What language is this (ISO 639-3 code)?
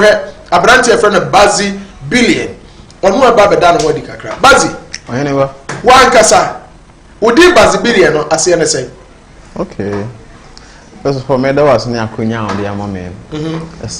aka